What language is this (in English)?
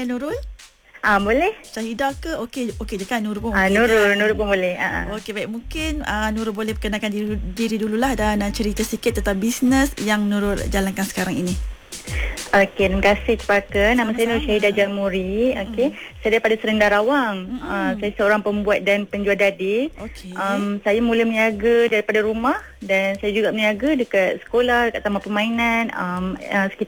Malay